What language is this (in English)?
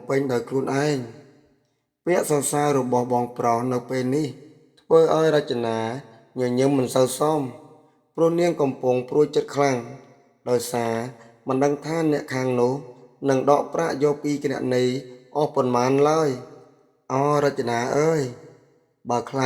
Khmer